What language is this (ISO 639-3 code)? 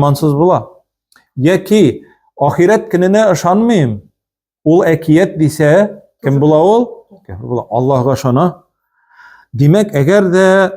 tat